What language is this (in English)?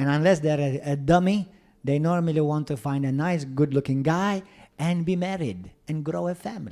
English